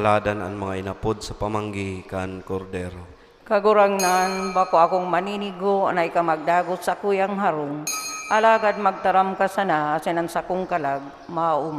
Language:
Bikol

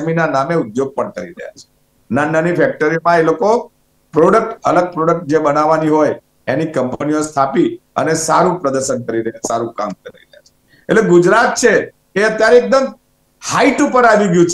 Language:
Gujarati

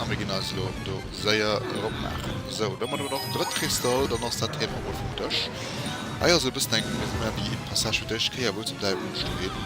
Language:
Luxembourgish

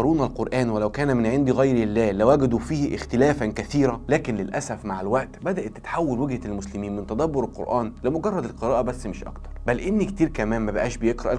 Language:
Egyptian Arabic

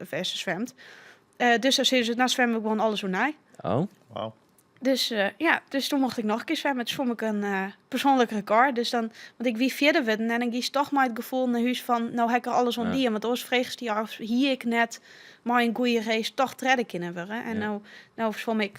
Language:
Western Frisian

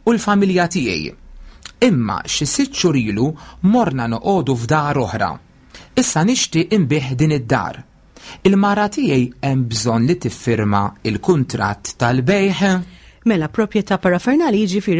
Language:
Maltese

